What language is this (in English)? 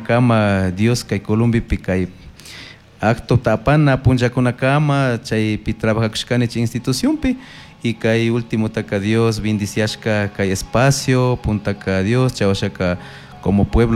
Chimborazo Highland Quichua